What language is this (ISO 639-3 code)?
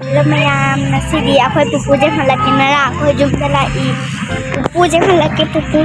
mni